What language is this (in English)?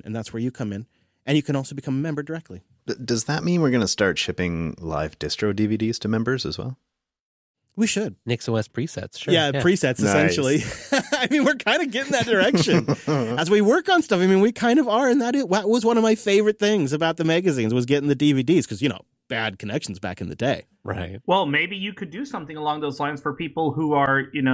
English